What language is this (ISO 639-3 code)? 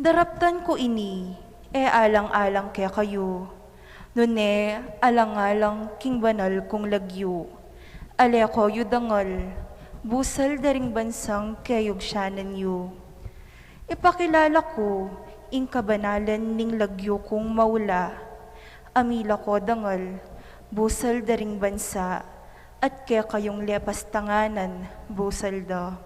pam